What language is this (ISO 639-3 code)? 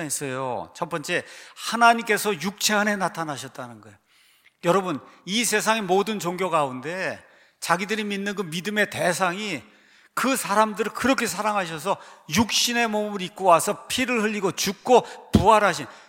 kor